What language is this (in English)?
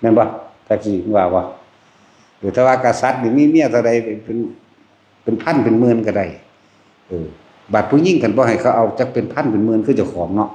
Northeastern Thai